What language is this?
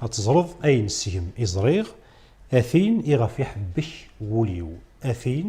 Kabyle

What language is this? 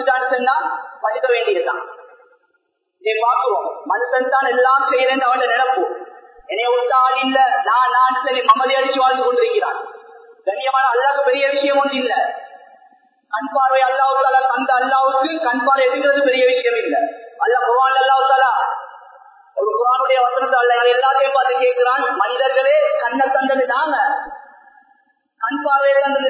Tamil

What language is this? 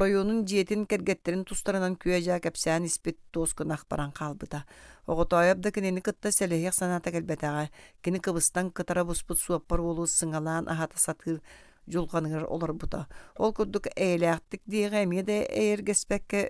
Yakut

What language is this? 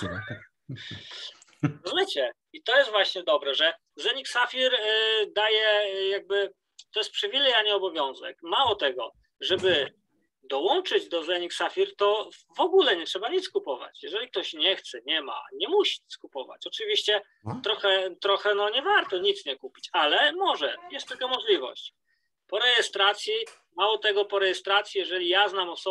Polish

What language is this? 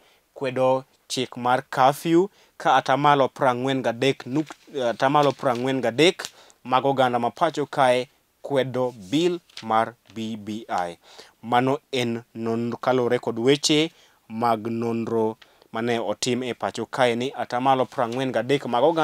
Luo (Kenya and Tanzania)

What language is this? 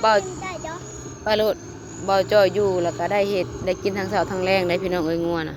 Northeastern Thai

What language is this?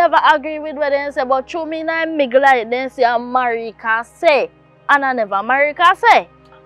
Jamaican Creole English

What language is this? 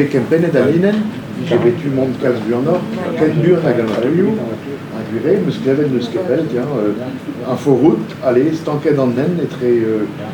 Breton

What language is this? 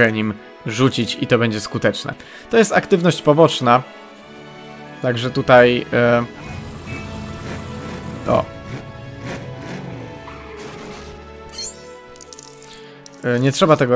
Polish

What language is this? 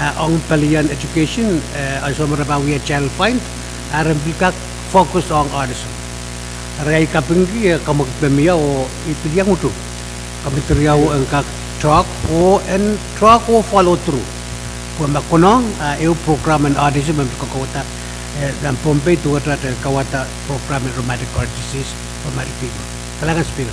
Pohnpeian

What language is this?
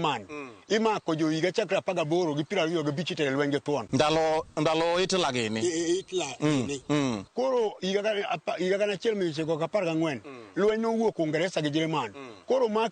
Luo (Kenya and Tanzania)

